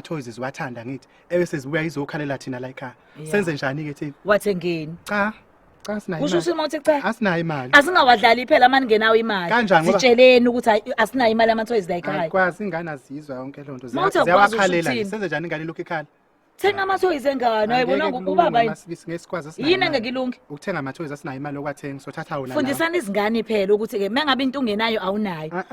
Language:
Zulu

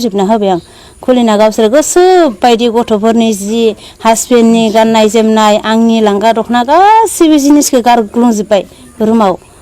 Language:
Bodo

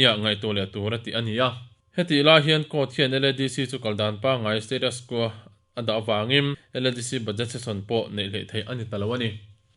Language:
Mizo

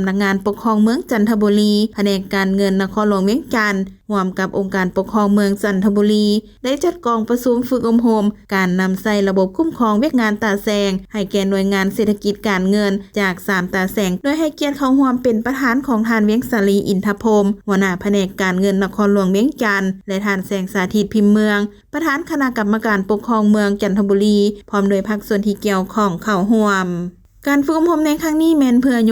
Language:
Lao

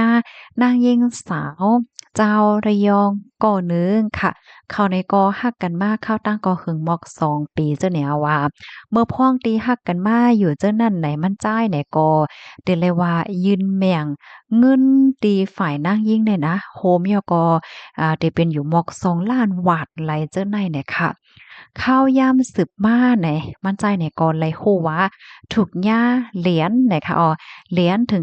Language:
Shan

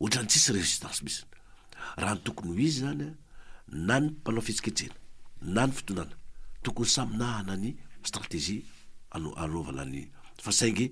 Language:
Malagasy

